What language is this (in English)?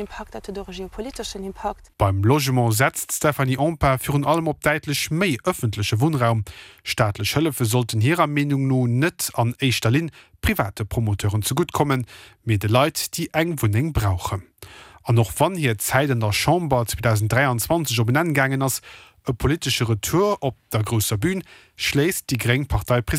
Luxembourgish